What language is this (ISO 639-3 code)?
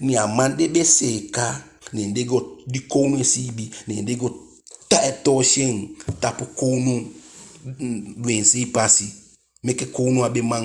djk